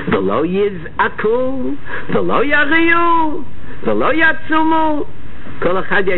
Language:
Hebrew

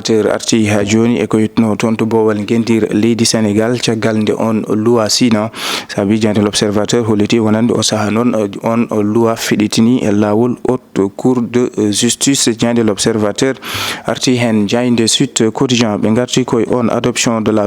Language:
Fula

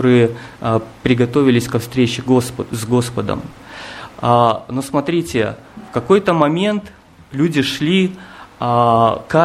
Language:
Russian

